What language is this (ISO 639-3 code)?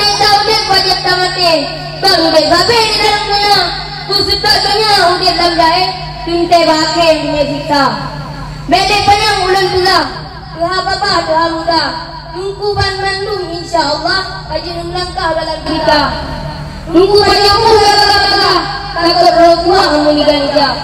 ace